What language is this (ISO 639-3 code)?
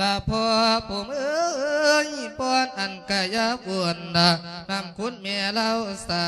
lao